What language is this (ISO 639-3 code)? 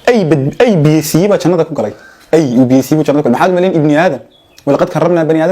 som